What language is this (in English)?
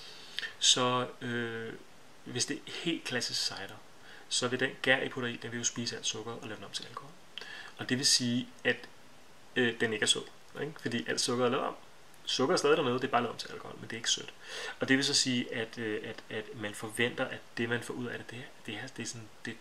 Danish